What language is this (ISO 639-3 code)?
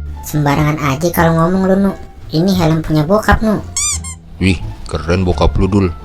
bew